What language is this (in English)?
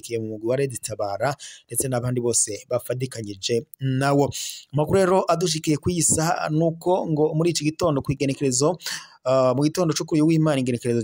Rundi